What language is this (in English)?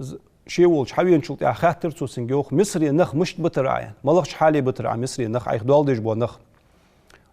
Ingush